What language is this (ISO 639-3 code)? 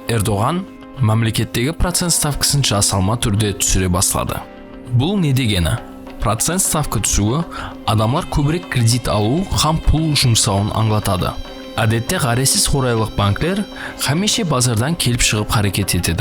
kaa